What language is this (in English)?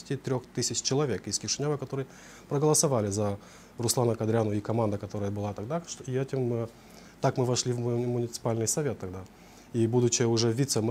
Russian